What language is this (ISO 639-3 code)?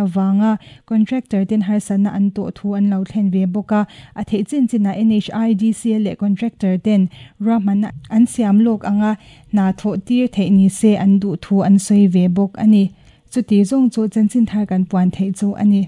lus